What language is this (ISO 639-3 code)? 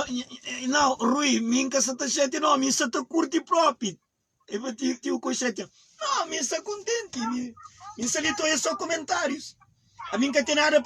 kea